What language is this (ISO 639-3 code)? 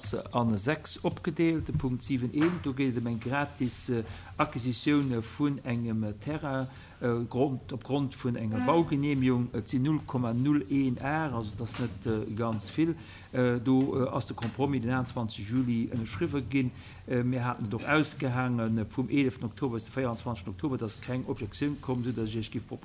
ltz